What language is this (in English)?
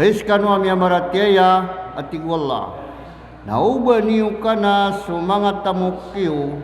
Maranao